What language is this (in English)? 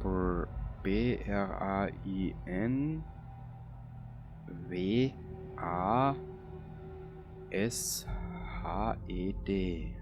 Bavarian